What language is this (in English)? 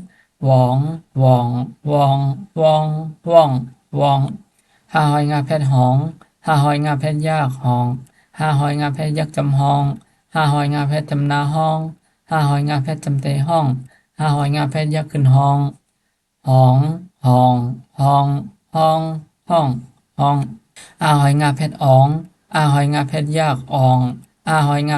Shan